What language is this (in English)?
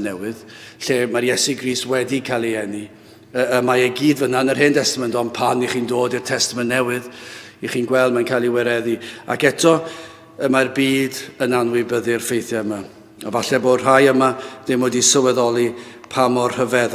Welsh